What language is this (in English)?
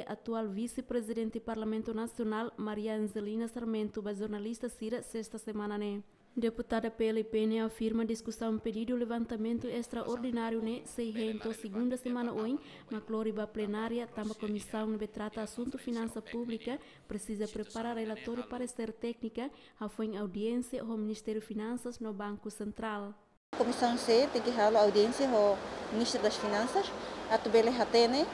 Tetum